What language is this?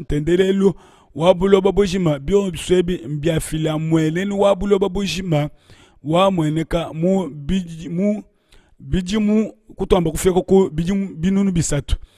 Luba-Lulua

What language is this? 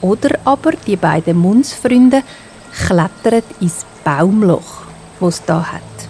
Swiss German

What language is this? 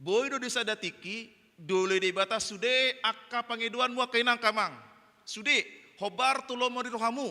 Batak Toba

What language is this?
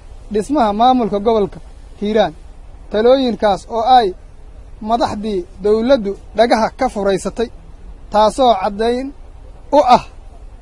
Somali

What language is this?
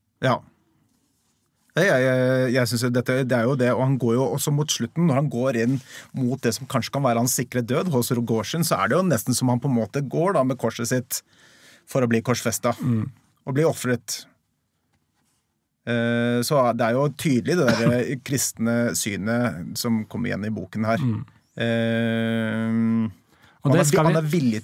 Norwegian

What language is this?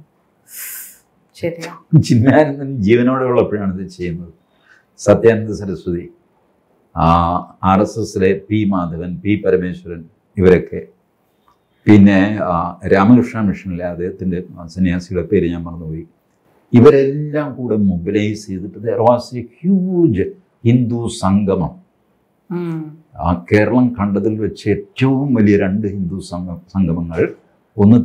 Malayalam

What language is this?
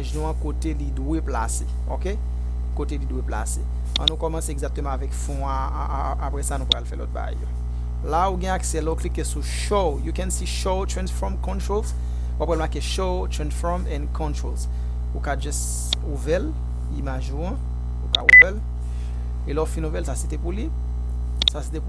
Haitian Creole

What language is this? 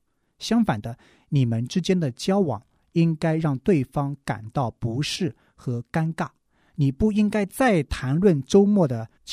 Chinese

